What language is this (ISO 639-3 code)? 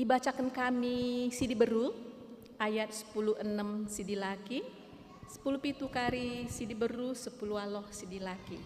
btx